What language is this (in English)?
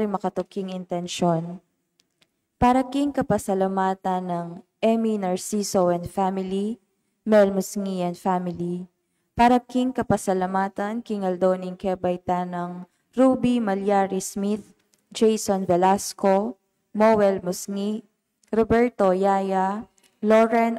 Pampanga